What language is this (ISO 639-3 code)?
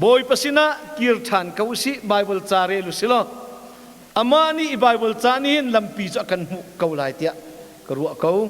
cnh